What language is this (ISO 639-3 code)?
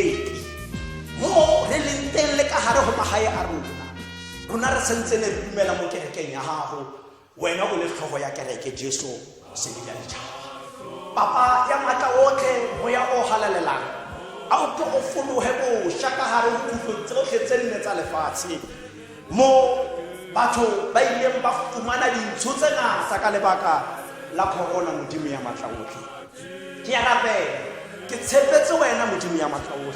tsn